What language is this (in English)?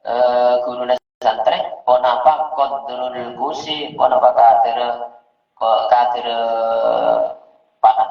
Madurese